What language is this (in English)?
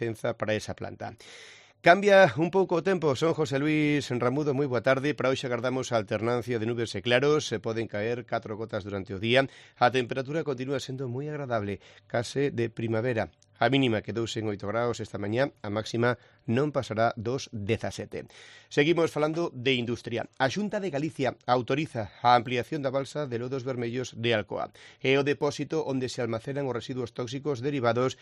Galician